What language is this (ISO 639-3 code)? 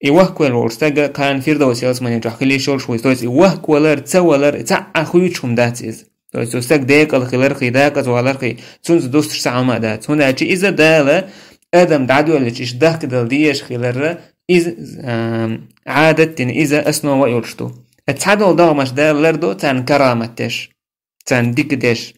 che